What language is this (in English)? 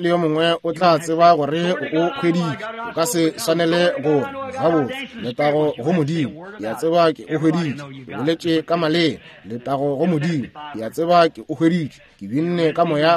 Northern Sotho